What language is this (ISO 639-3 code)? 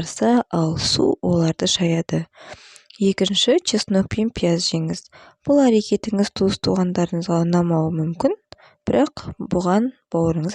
kaz